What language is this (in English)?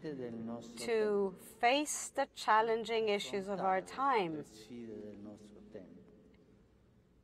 English